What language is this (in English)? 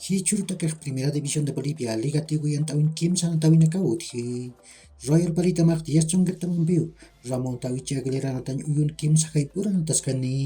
Aymara